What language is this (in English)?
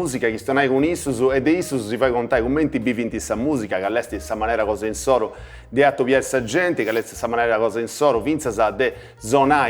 Sardinian